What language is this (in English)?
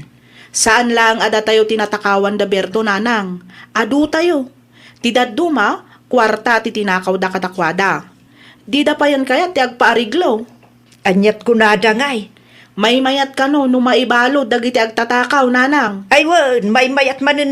Iloko